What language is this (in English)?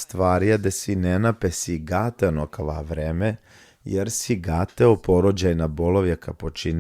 Balkan Romani